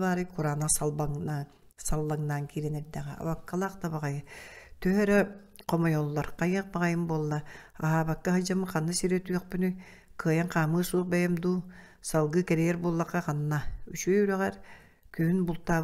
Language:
Yakut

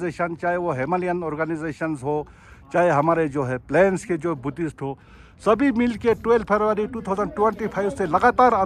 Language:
Ladakhi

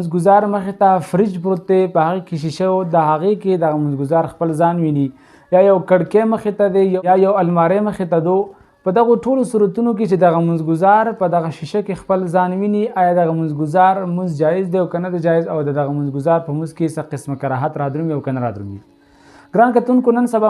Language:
Pashto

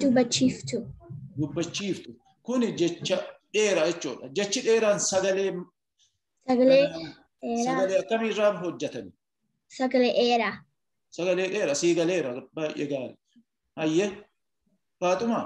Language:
Oromo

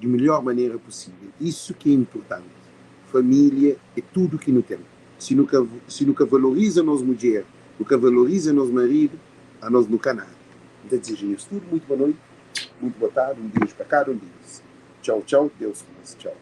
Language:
Kabuverdianu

